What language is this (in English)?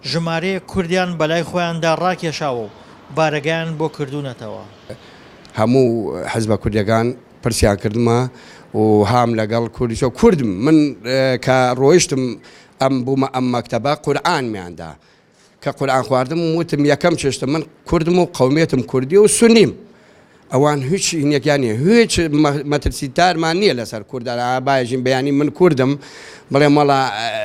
Central Kurdish